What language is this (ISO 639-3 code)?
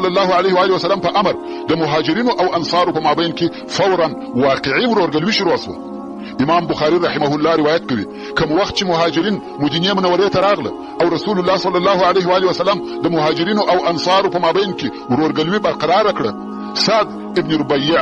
pus